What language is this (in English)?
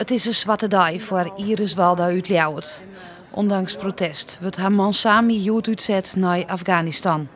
Western Frisian